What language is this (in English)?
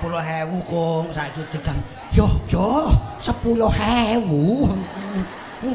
Javanese